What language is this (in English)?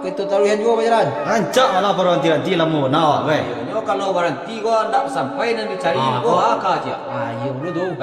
Minangkabau